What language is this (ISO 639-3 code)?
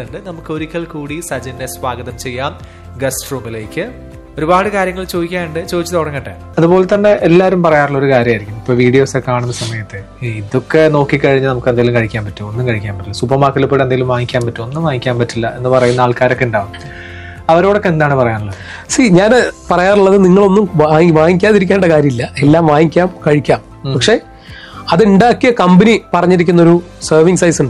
mal